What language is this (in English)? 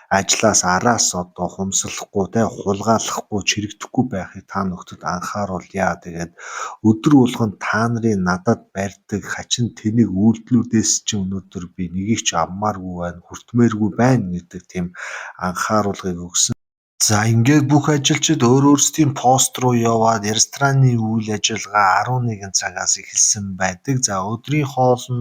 Mongolian